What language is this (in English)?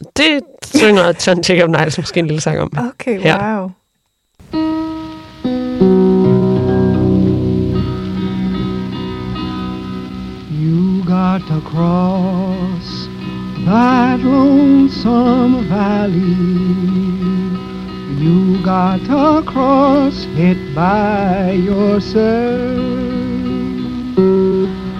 Danish